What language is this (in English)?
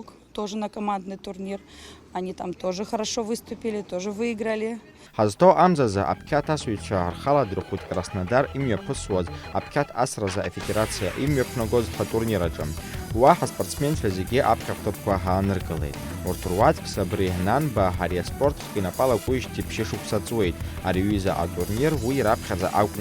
Abkhazian